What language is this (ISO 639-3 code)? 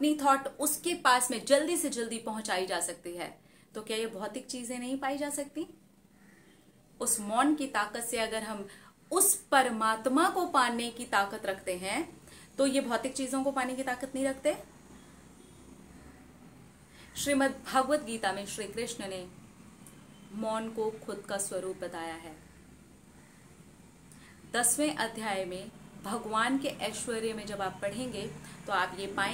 hin